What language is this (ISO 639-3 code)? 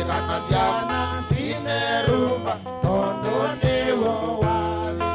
kam